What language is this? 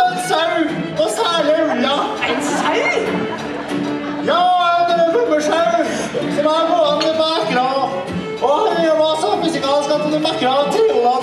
Norwegian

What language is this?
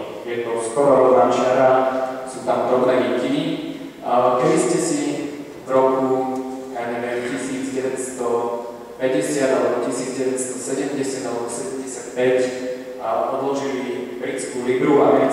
Slovak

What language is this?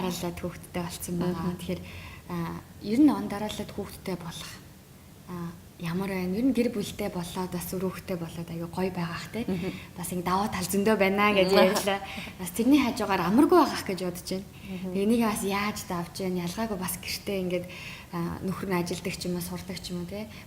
Mongolian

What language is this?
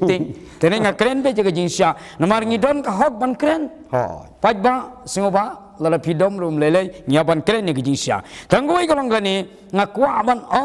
Khasi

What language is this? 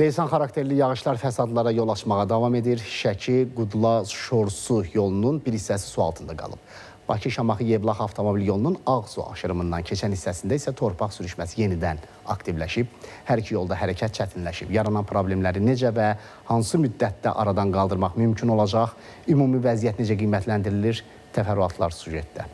Azerbaijani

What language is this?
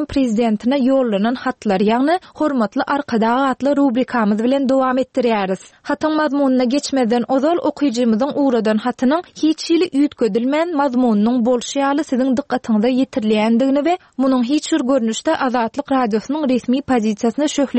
Turkmen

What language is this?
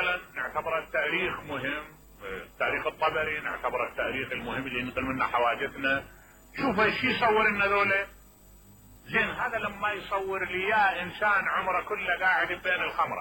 Mesopotamian Arabic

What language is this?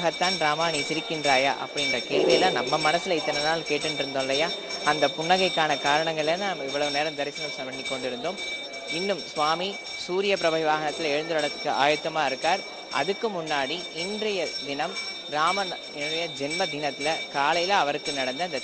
Tamil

